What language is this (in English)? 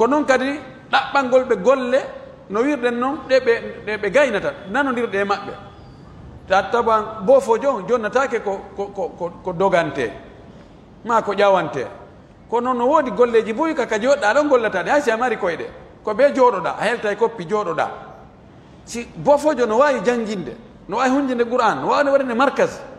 Pular